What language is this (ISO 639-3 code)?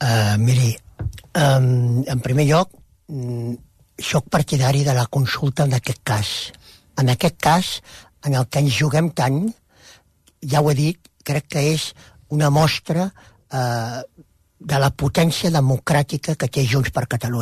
cat